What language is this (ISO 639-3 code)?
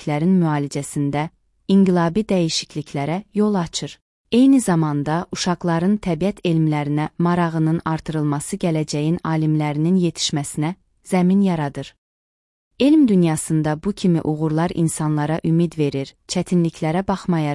aze